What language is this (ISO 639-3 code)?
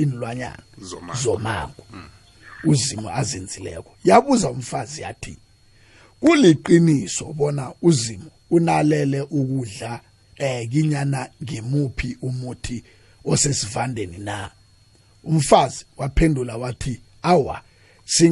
nbl